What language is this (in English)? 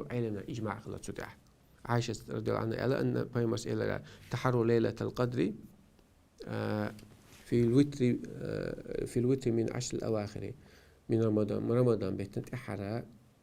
Chechen